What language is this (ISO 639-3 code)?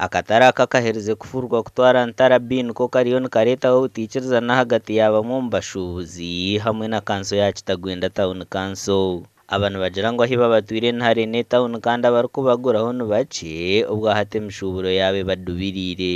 nyn